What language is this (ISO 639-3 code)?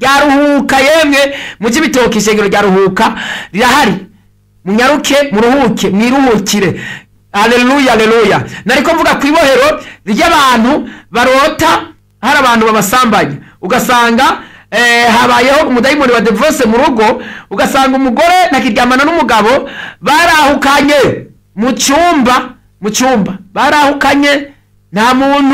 run